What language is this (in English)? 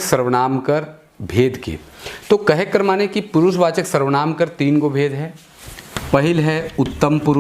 Sadri